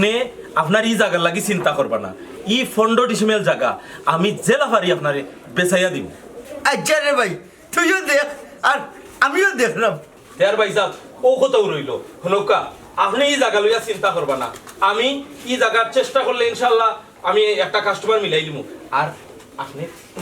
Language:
Sylheti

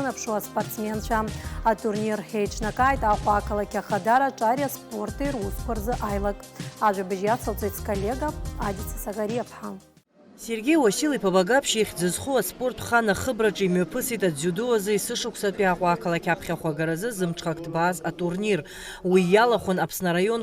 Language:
Abkhazian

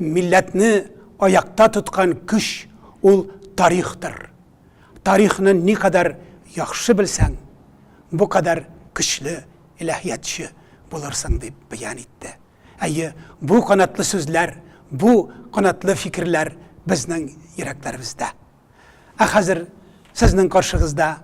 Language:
Tatar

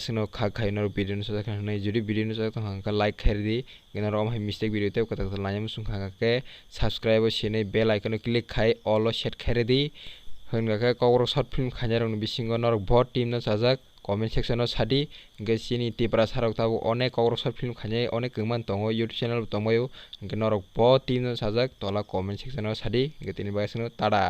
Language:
Kok Borok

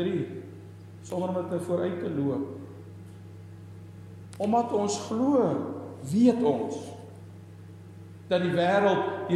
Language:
Afrikaans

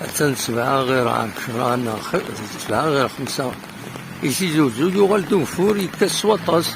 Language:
Kabyle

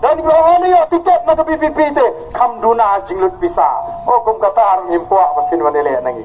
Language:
Khasi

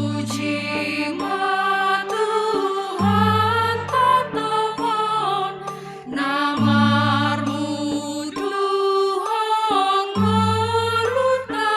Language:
Batak Simalungun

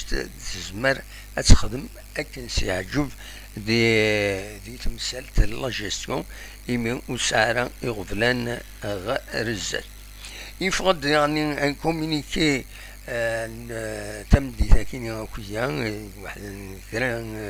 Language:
Kabyle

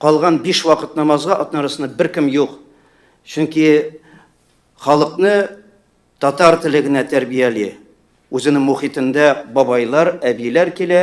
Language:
Tatar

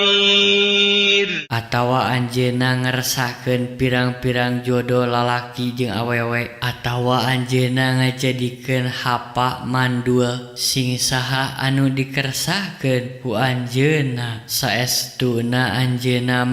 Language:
Sundanese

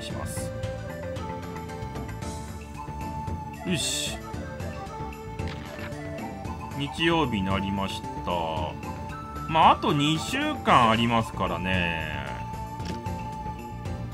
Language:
Japanese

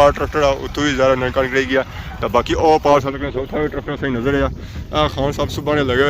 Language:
Pahari-Potwari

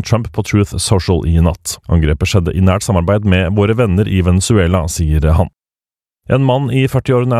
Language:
Norwegian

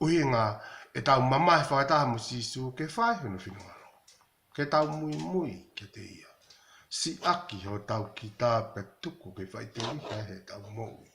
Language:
Tongan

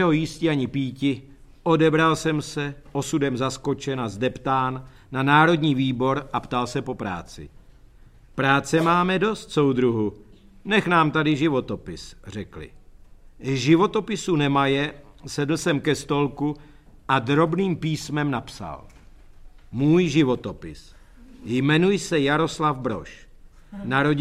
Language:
Czech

